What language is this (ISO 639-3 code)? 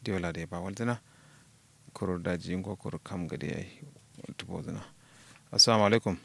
kau